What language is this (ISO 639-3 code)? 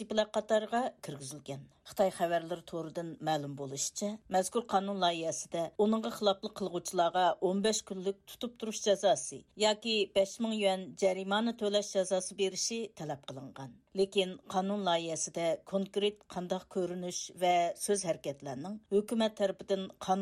uig